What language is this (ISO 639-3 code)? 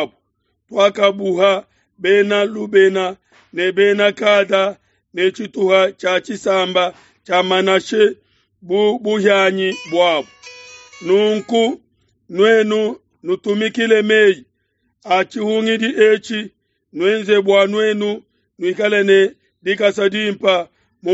lua